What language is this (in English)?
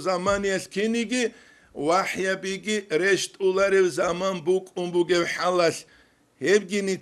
Avaric